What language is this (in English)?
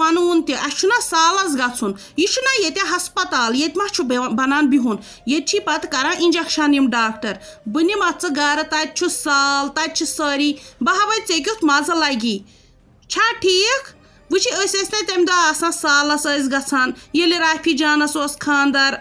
Kashmiri